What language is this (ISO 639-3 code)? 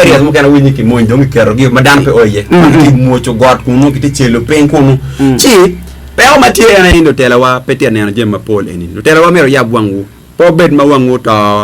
ach